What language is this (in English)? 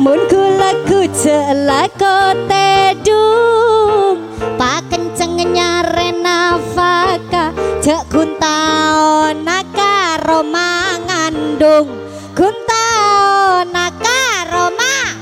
Madurese